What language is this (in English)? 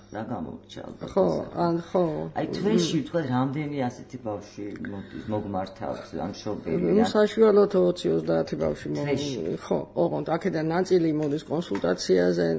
Georgian